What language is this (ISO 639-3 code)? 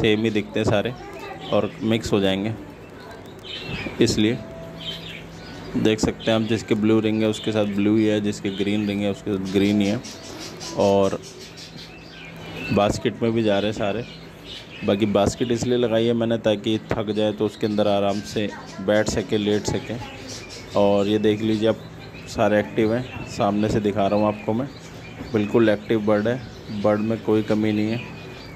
hin